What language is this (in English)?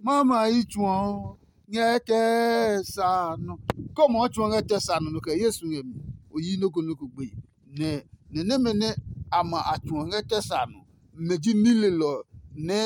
Adangme